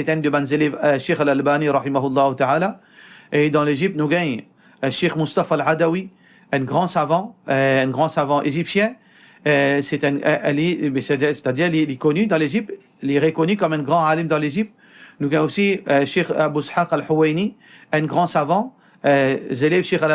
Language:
Morisyen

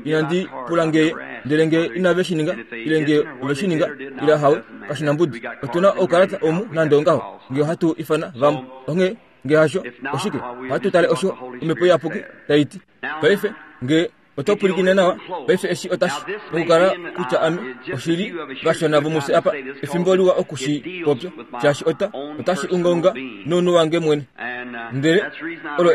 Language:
Kuanyama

